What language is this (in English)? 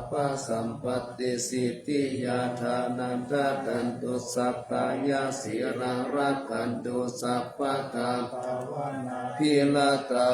Pali